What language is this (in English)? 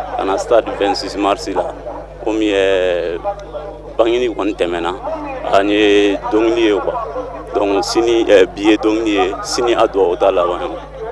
Bambara